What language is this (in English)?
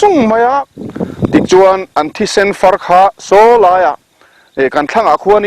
Mizo